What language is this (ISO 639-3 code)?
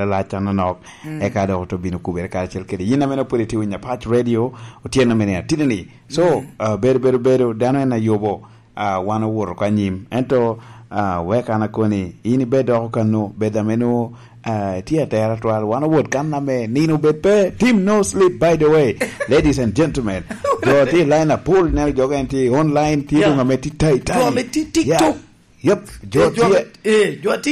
laj